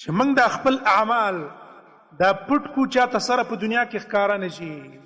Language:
Pashto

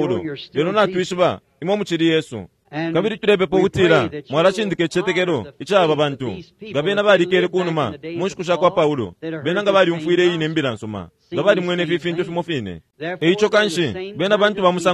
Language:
Bemba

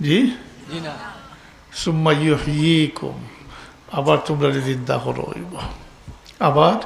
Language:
Sylheti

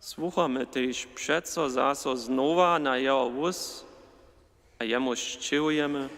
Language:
Upper Sorbian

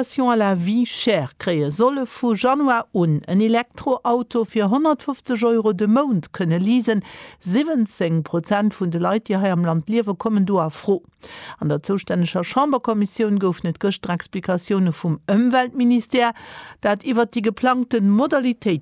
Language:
Luxembourgish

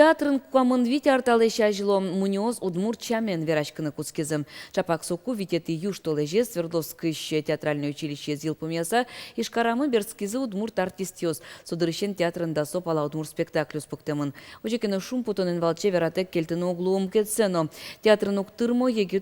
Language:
Udmurt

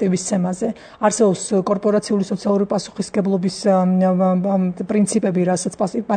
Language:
Georgian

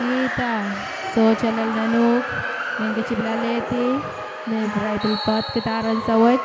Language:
Pohnpeian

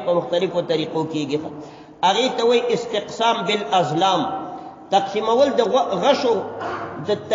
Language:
Pashto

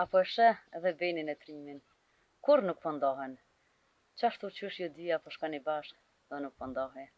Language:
Albanian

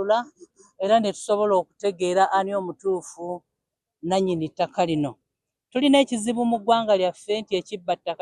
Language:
Ganda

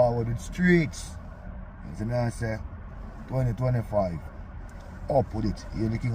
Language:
Jamaican Creole English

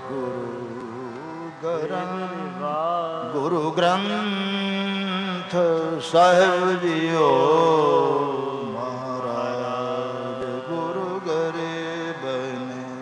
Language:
Punjabi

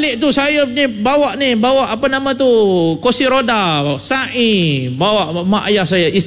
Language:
Malay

